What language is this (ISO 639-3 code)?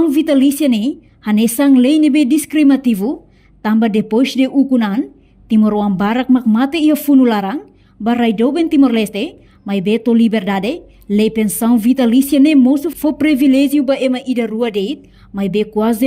tet